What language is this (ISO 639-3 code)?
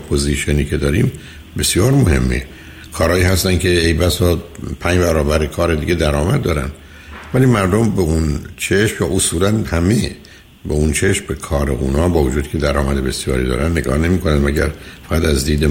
fas